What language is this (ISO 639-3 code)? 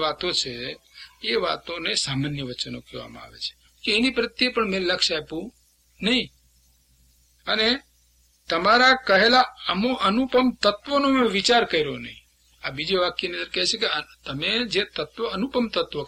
guj